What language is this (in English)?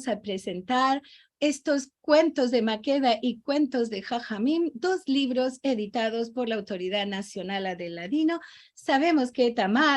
Ladino